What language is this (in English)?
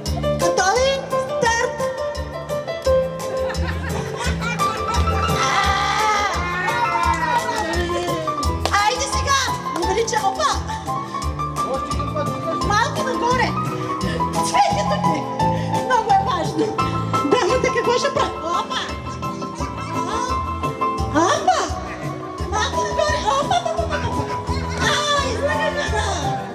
Bulgarian